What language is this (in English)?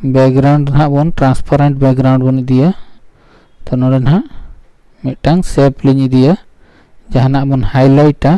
Santali